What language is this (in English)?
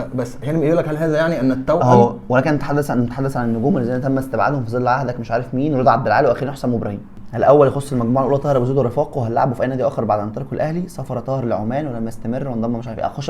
Egyptian Arabic